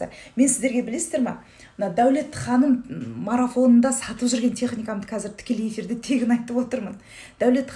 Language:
Kazakh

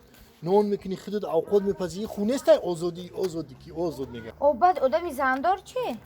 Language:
Tajik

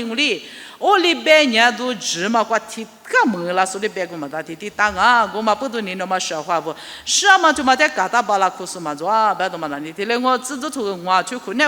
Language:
Lisu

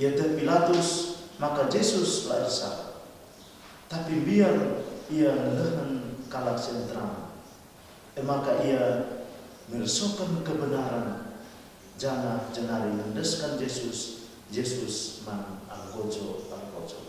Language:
Batak Karo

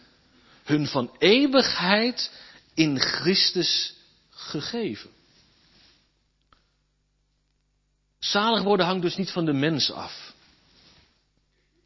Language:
Dutch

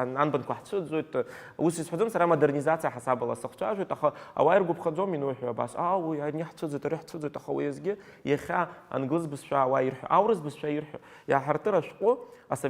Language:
Abkhazian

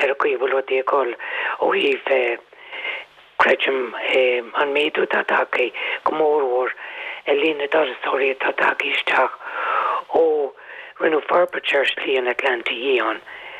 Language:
Irish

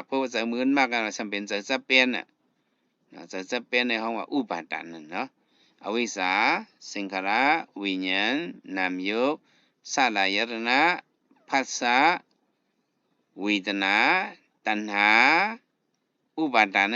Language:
Shan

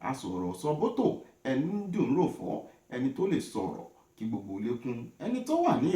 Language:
Yoruba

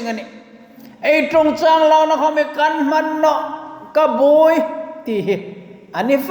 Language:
Hmar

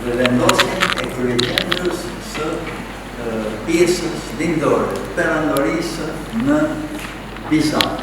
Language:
Albanian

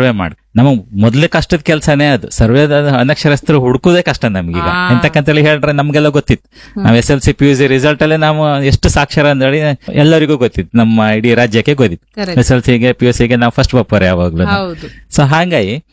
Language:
Kannada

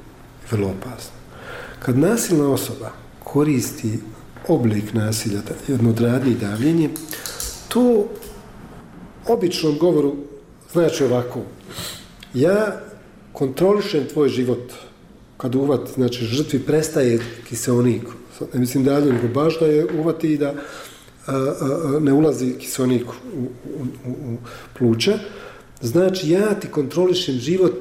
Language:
Serbian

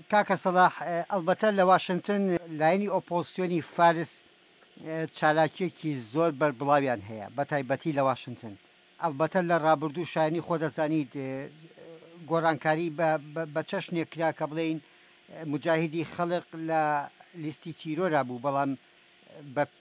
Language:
Central Kurdish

